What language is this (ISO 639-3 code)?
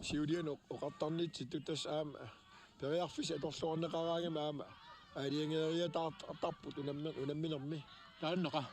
kal